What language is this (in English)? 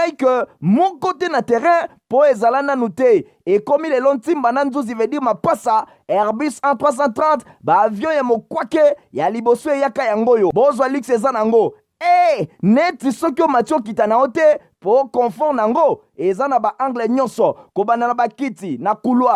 Lingala